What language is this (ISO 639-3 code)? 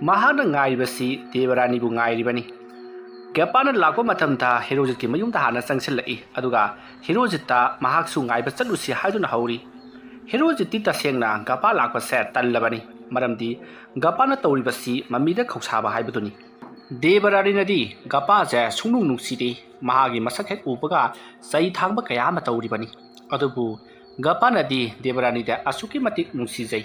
mni